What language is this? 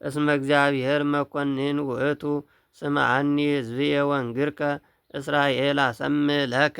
Geez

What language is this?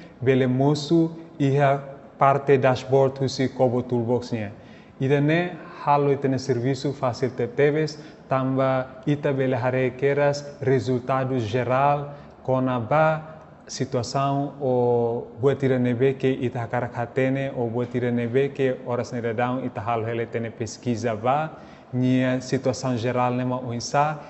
Tetum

